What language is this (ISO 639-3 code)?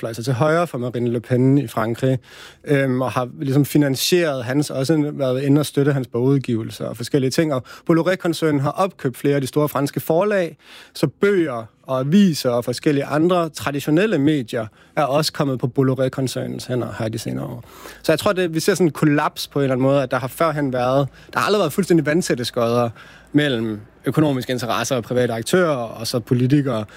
dan